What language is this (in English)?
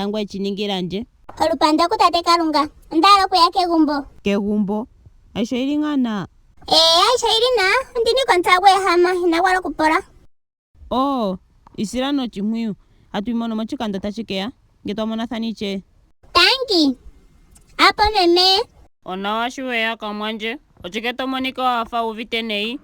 Ndonga